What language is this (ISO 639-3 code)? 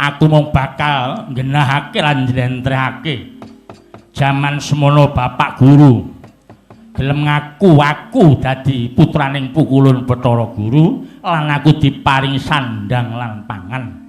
jav